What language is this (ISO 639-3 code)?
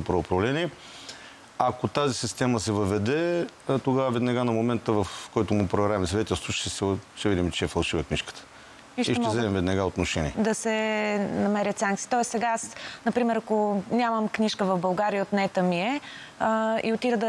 bul